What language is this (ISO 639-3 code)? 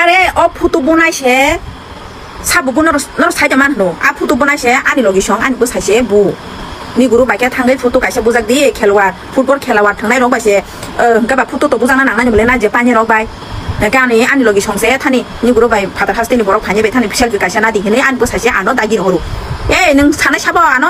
trp